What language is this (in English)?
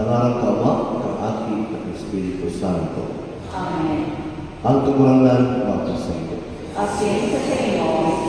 Bikol